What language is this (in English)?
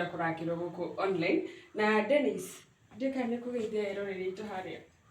Kikuyu